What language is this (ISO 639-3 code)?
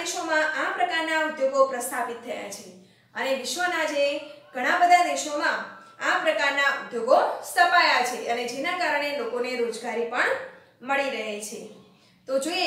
guj